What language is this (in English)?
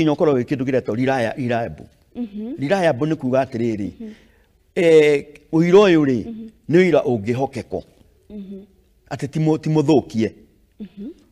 Kikuyu